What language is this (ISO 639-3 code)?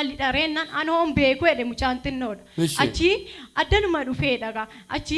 orm